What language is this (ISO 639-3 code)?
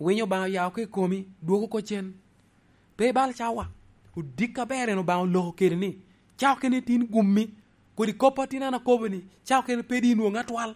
laj